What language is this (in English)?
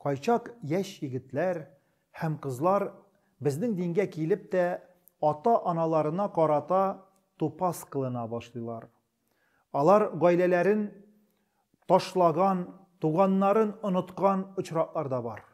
Tatar